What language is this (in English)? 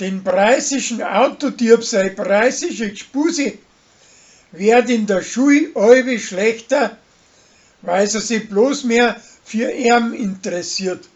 Bavarian